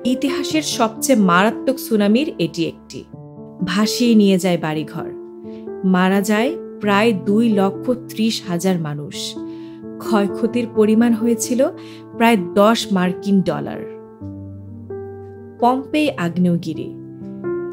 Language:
Bangla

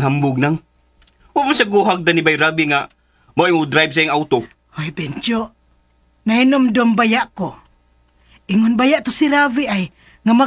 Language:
Cebuano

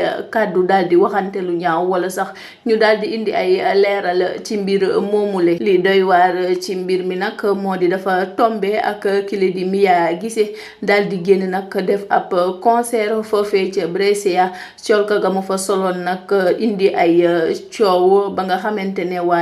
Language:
Wolof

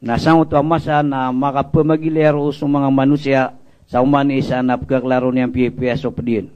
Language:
Maranao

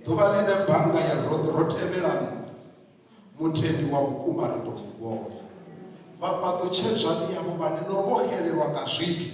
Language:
Venda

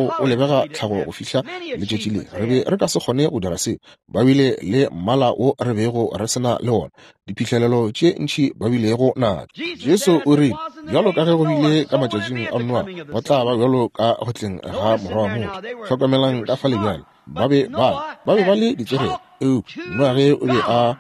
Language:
Northern Sotho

